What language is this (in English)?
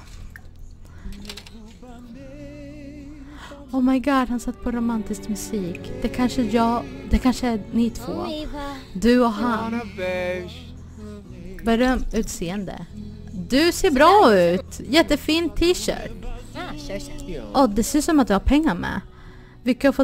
Swedish